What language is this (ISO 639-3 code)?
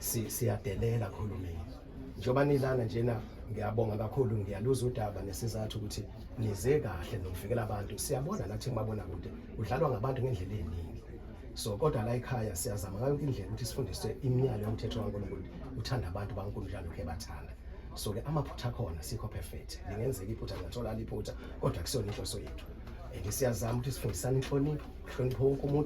zul